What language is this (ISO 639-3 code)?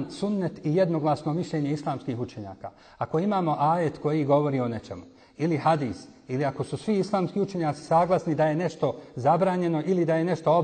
bos